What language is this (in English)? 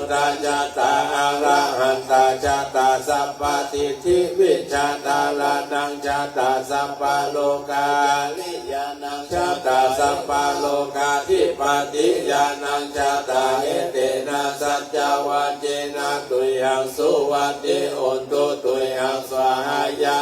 Pali